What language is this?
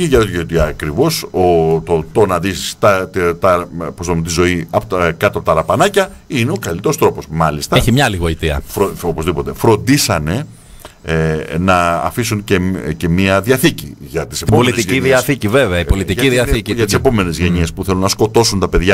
Greek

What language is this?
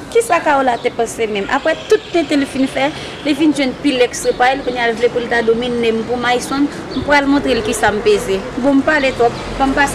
Haitian Creole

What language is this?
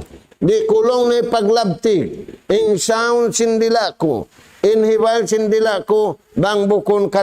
Tausug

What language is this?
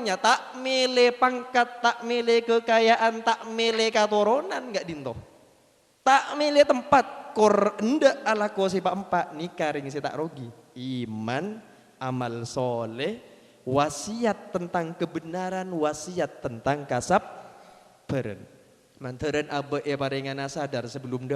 Madurese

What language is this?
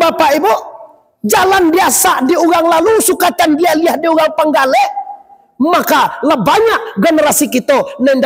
Minangkabau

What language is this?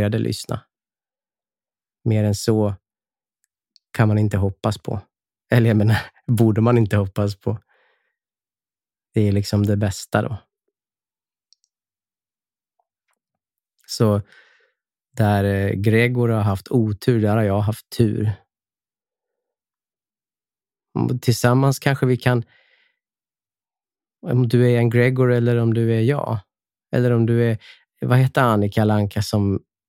Swedish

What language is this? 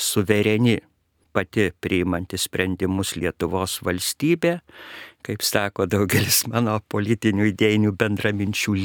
Lithuanian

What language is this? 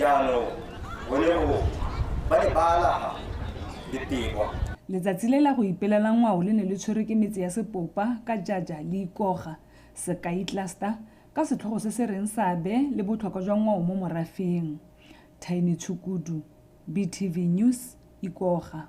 Tswana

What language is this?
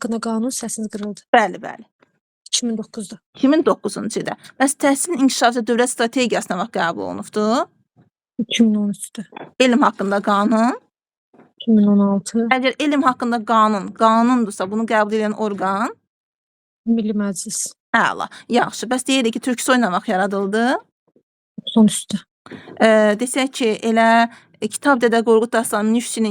Azerbaijani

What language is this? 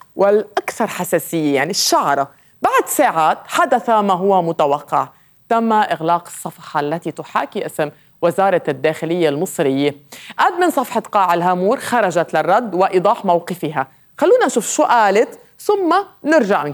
North Levantine Arabic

